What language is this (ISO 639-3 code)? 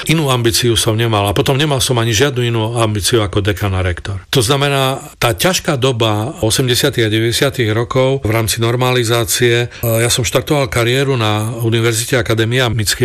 slk